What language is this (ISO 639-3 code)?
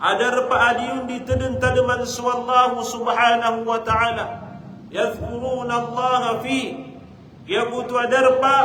mrw